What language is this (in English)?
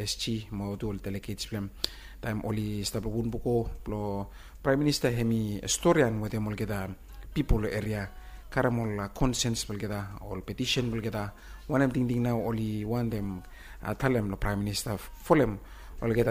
Bislama